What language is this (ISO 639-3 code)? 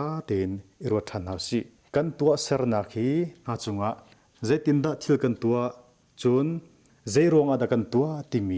cnh